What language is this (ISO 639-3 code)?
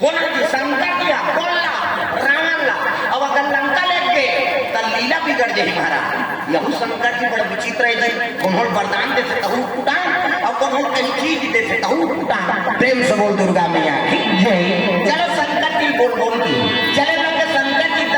hne